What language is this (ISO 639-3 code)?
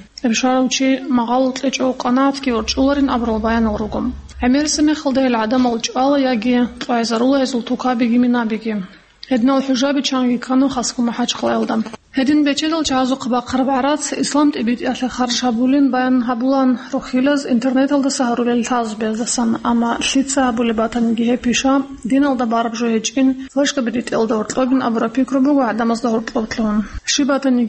ava